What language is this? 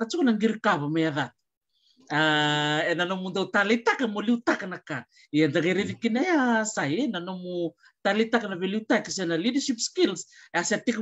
Fijian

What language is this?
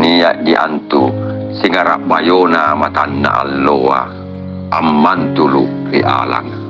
Makasar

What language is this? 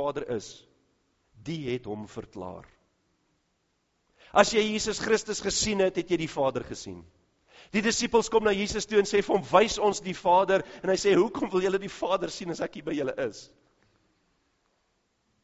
Afrikaans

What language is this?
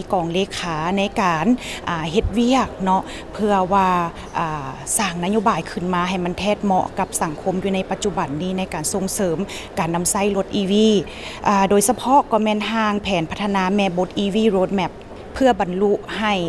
Lao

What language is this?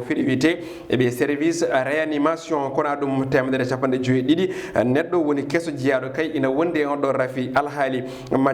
Fula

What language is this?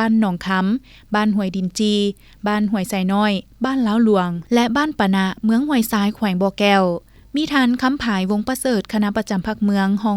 Lao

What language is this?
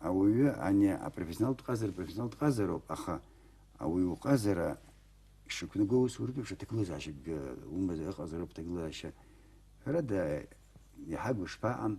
Abkhazian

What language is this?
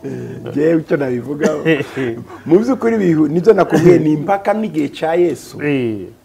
Kinyarwanda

